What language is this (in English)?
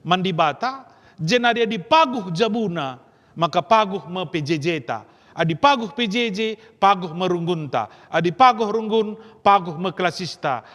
Batak Karo